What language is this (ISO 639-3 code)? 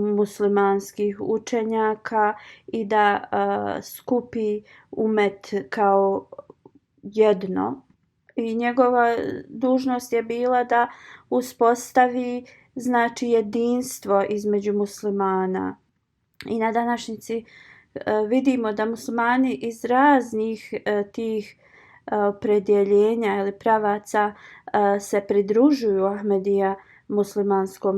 bos